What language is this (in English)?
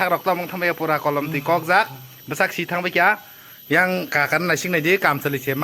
Kok Borok